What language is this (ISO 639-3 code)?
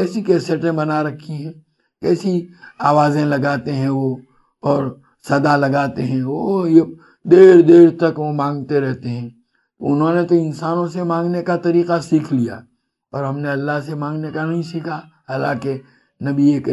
urd